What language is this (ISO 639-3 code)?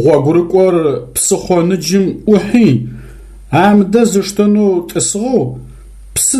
ady